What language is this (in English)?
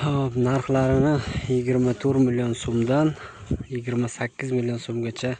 Uzbek